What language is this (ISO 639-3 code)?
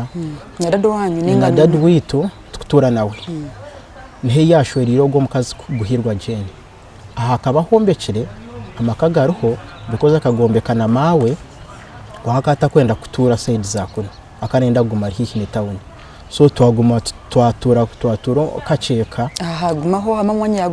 nyn